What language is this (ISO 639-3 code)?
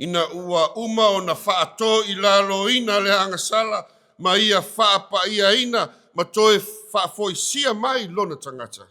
smo